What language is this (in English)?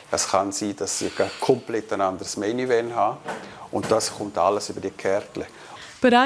Romansh